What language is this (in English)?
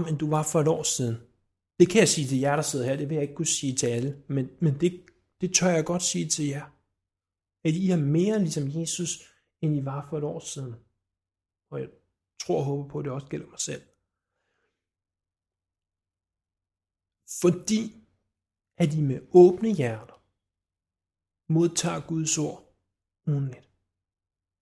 Danish